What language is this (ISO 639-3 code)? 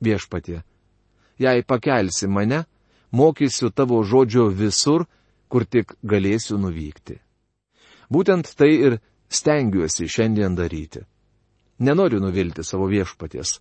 lit